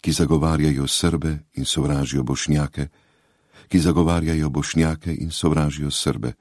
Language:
Slovenian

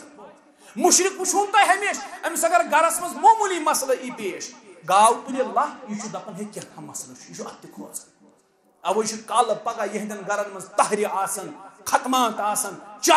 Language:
Kashmiri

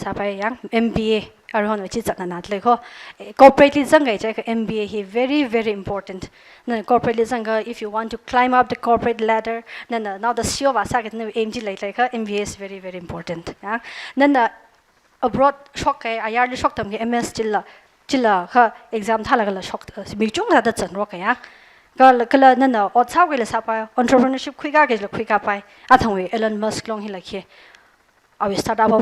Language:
Tangkhul Naga (India)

